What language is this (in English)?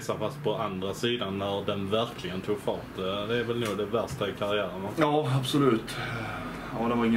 Swedish